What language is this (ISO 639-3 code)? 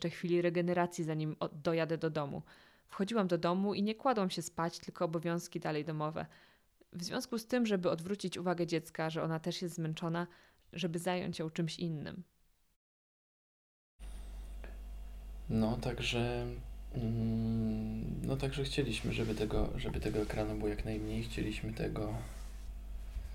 pol